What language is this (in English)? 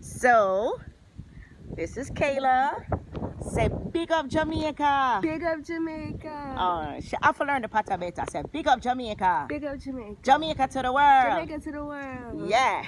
Jamaican Creole English